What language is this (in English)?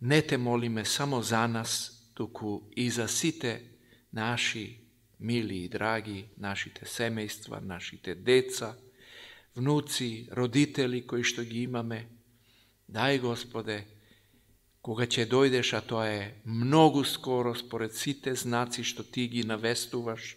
Macedonian